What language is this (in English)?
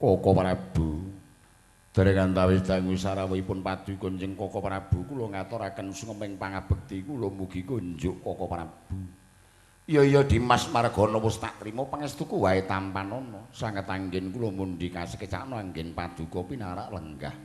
Javanese